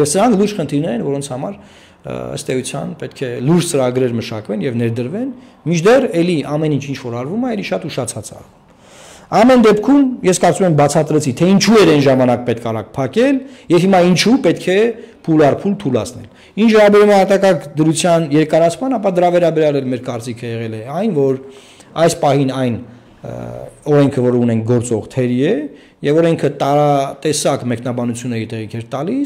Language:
Armenian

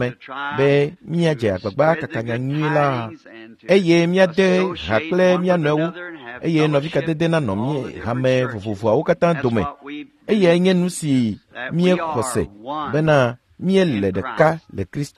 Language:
Ewe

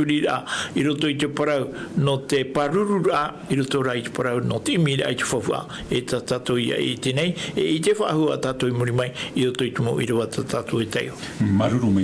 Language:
Tahitian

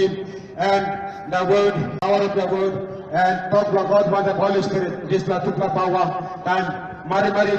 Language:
Tok Pisin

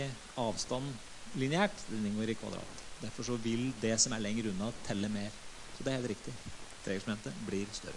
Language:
Norwegian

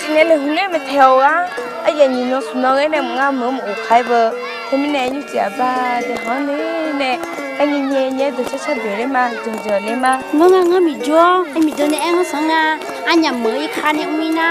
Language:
Akha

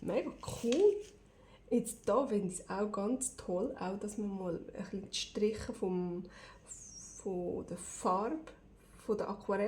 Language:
Swiss German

